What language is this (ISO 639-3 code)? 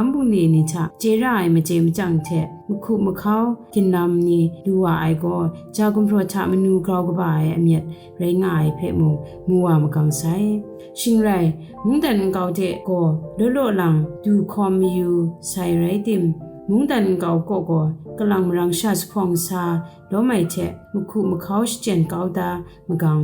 kac